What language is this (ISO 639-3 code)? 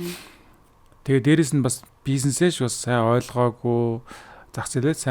mon